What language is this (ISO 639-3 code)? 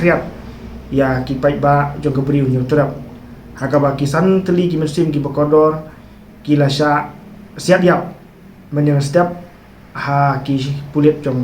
kha